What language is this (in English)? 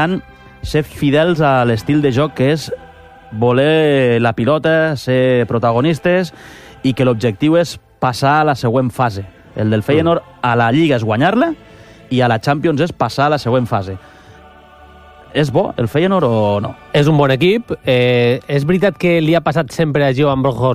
Catalan